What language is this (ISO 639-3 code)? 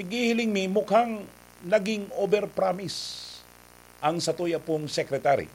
bik